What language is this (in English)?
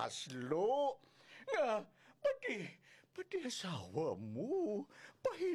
Hiligaynon